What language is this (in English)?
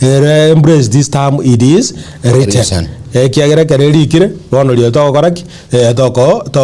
Gusii